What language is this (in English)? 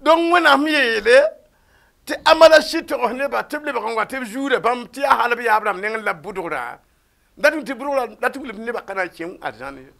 Mossi